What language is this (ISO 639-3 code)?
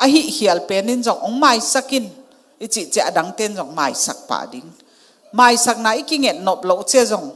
ctd